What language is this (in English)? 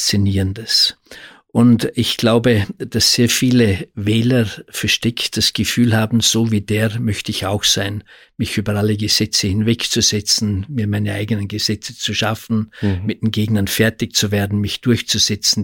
German